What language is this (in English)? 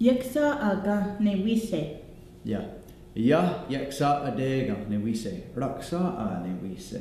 Mohawk